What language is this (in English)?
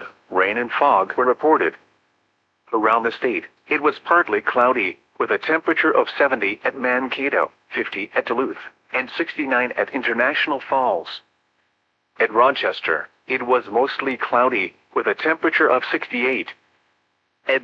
English